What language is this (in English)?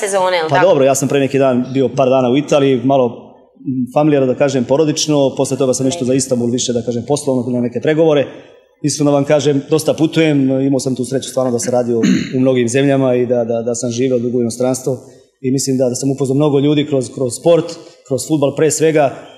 Serbian